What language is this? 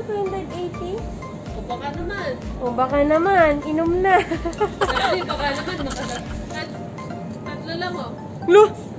Filipino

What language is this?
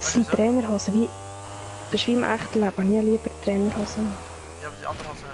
Swiss German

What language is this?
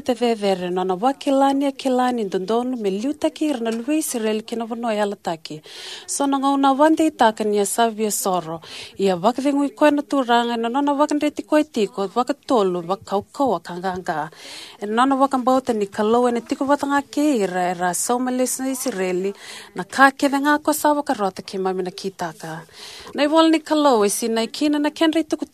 Fijian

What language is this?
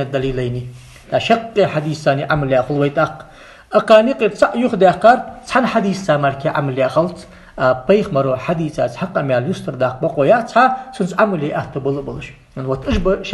Ingush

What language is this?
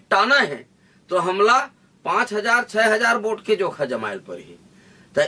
Chhattisgarhi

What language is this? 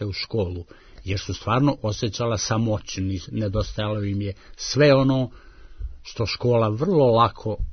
Serbian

